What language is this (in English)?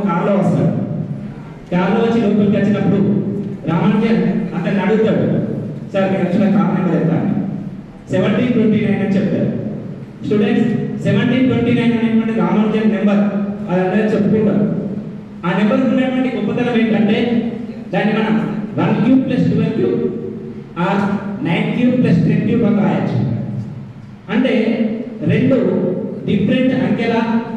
Telugu